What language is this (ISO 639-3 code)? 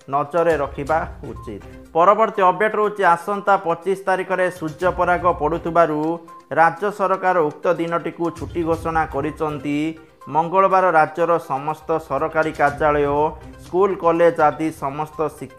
ori